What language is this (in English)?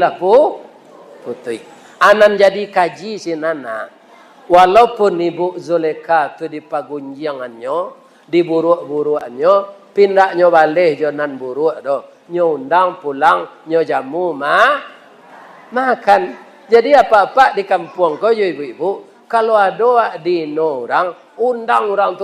Minangkabau